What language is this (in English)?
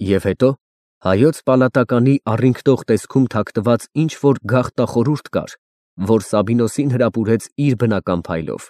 Armenian